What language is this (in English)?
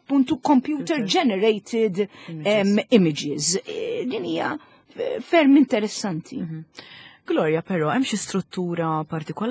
Maltese